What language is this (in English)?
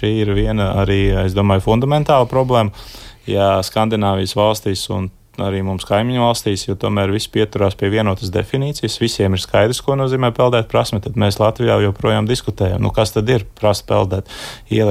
Latvian